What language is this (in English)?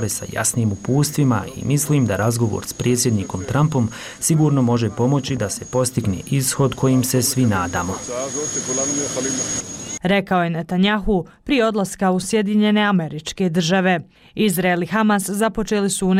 Bosnian